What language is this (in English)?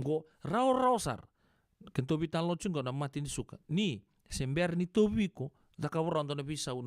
Fijian